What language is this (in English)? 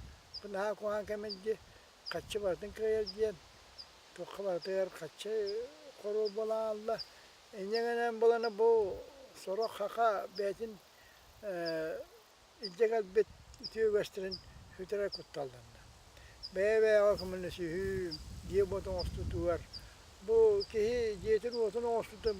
Yakut